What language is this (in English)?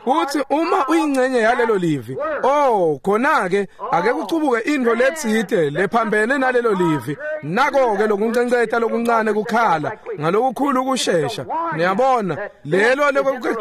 Swati